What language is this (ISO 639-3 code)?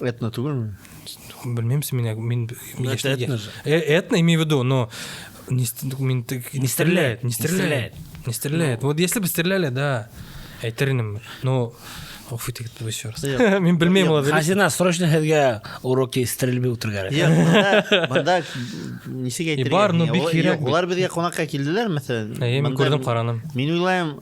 bak